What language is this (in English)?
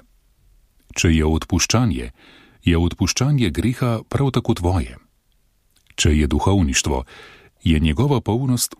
Slovenian